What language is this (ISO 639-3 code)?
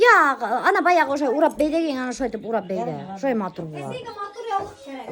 bak